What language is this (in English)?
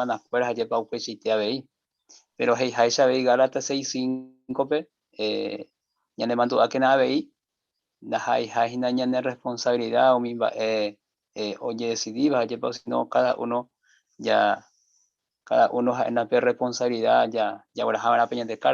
Guarani